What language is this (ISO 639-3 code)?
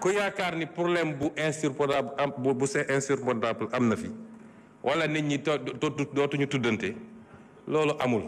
wol